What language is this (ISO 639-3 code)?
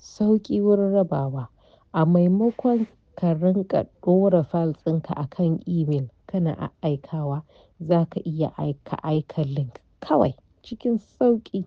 hau